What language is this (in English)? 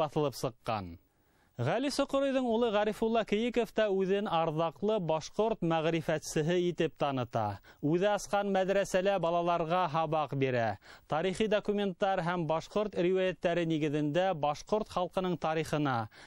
Bashkir